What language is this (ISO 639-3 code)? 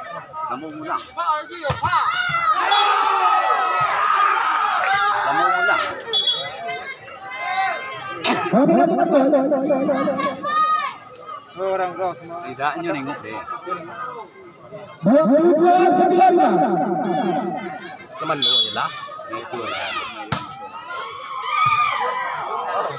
msa